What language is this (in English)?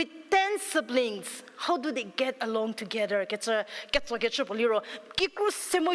Angami Naga